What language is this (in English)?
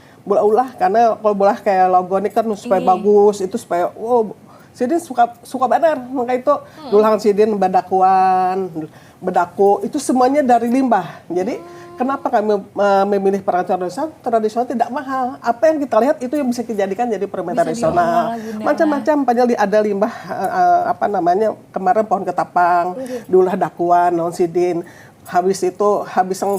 Banjar